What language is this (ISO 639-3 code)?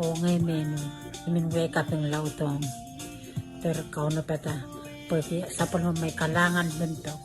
pon